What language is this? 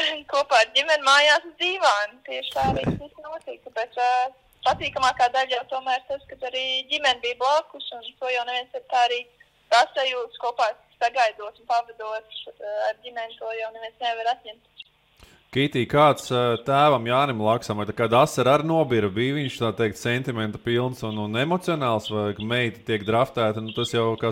Latvian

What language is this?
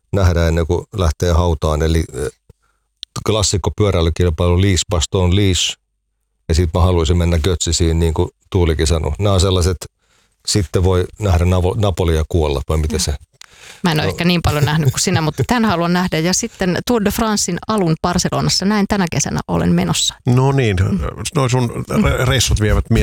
Finnish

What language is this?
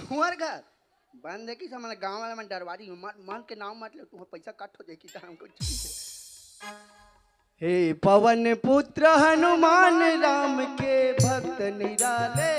Chhattisgarhi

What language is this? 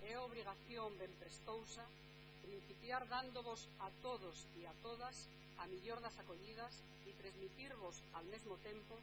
Asturian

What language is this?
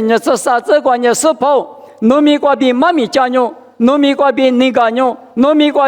Lisu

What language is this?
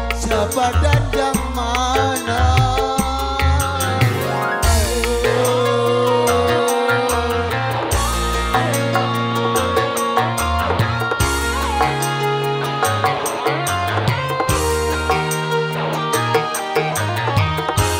Indonesian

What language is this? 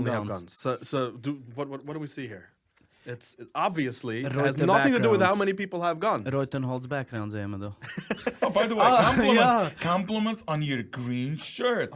Yiddish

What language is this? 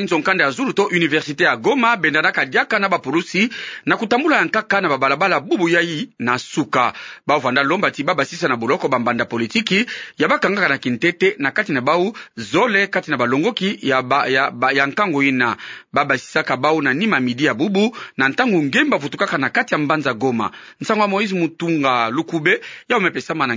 Kituba (Democratic Republic of Congo)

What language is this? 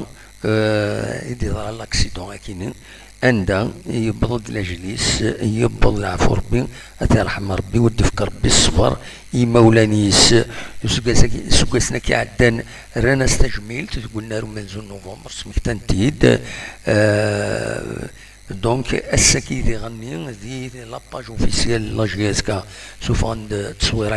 Kabyle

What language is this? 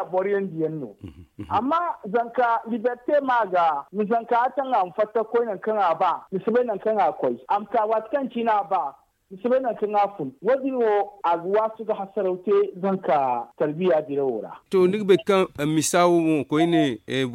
Zarma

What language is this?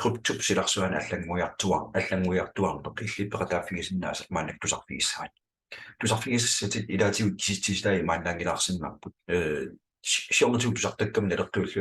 Kalaallisut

